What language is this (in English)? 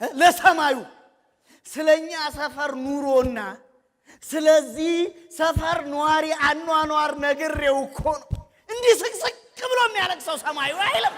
Amharic